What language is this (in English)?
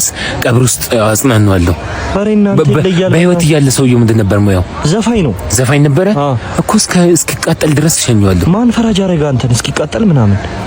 Amharic